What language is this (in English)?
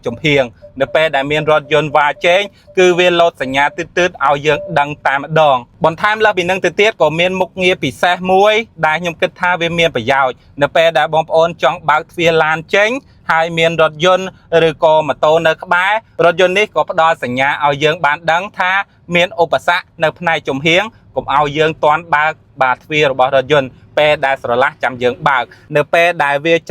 Khmer